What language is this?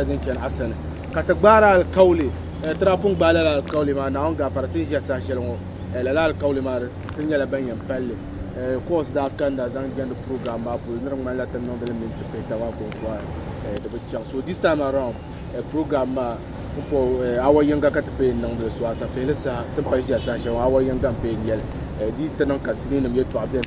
Dagbani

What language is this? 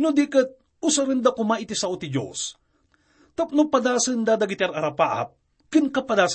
Iloko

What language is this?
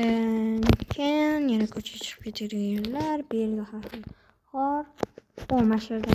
Uzbek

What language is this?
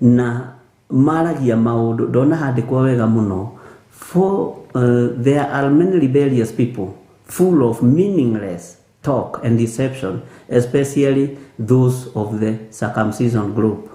Kikuyu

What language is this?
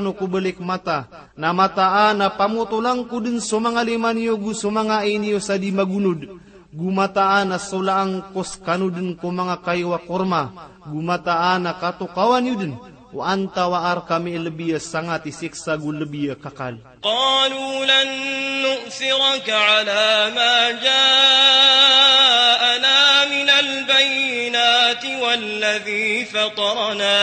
Maranao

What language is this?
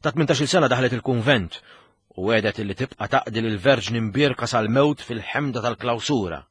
Maltese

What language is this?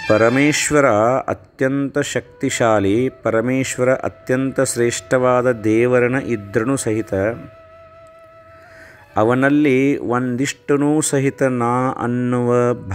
Kannada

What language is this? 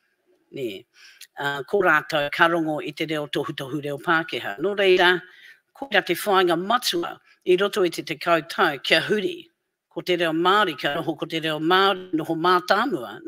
Māori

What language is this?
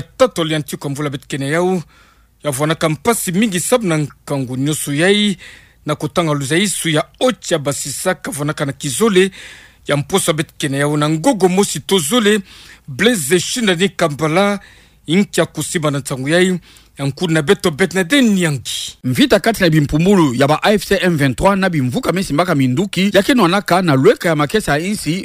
Kituba (Democratic Republic of Congo)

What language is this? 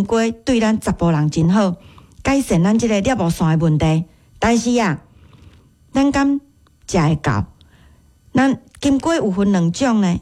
Min Nan Chinese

